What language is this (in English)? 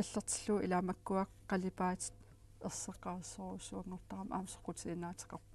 Kalaallisut